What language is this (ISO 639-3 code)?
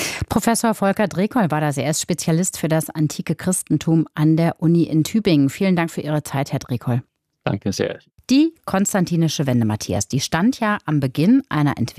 deu